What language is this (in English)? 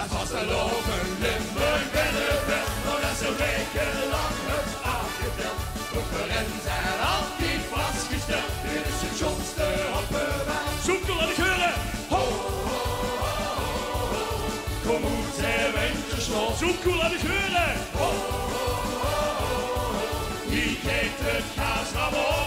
Limburgish